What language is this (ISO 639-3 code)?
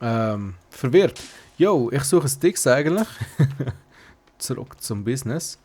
gsw